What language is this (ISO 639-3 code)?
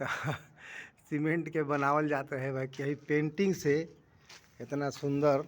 bho